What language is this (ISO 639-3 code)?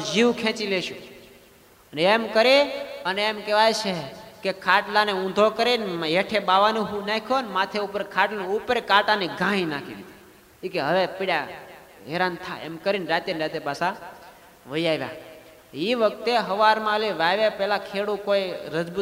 guj